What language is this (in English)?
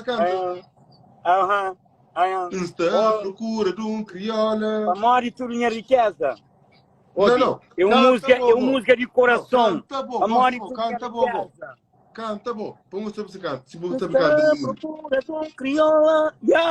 Kabuverdianu